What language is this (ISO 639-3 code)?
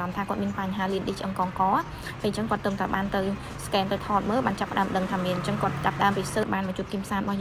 khm